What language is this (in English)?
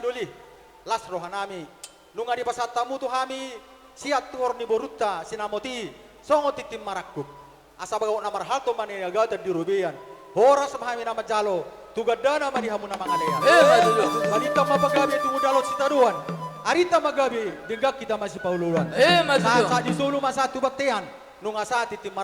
Batak Toba